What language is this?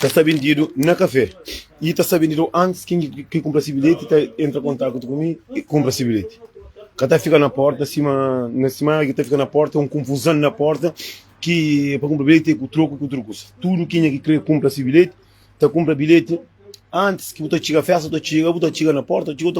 Kabuverdianu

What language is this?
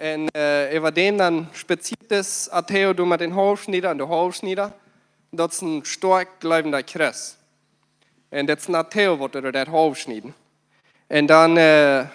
Plautdietsch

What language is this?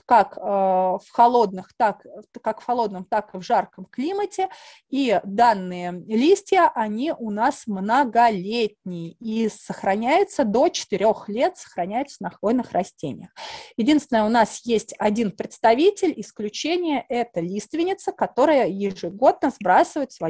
Russian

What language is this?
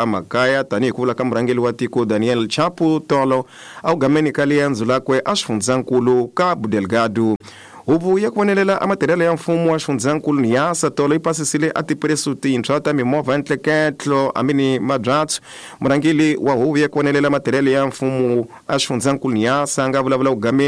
Tsonga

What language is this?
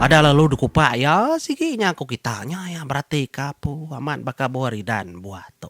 Iban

